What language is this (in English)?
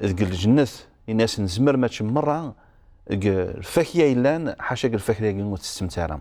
Kabyle